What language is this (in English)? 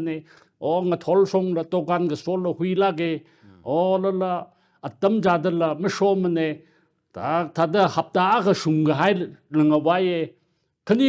Tangkhul Naga (India)